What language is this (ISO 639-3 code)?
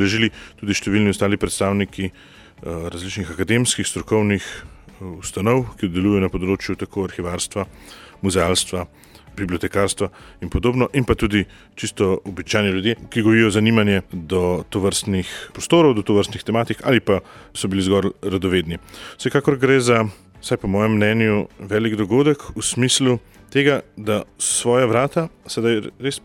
slv